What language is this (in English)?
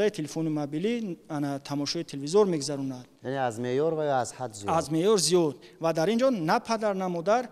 Tajik